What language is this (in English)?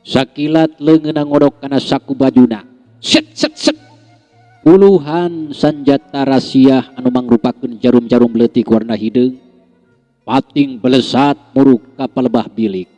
Sundanese